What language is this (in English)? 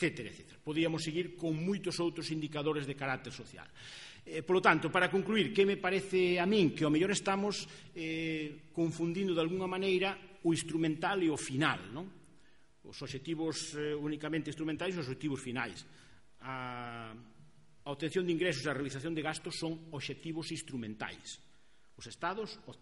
Galician